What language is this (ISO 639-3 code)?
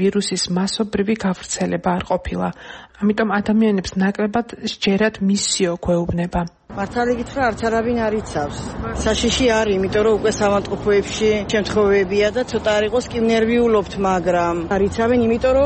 kat